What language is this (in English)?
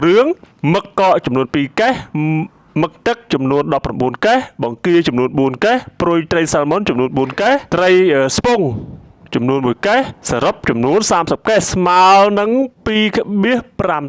Khmer